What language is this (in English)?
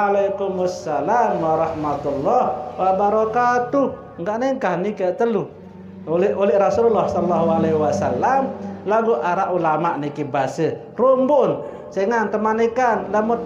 Sasak